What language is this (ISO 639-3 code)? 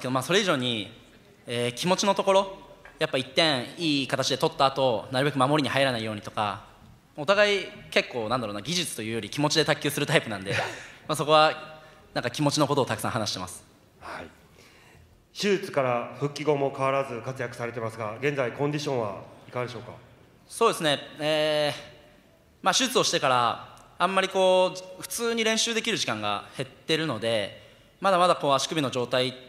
jpn